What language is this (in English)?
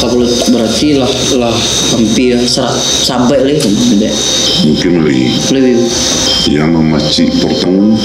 Minangkabau